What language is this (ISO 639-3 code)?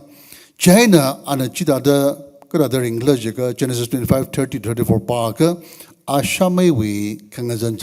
nmf